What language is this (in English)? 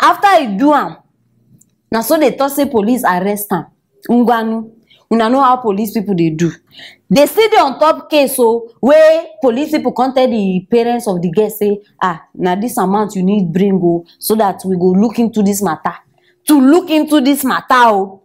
Nigerian Pidgin